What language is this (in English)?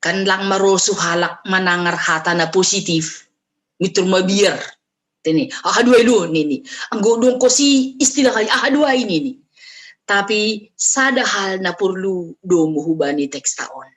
Batak Simalungun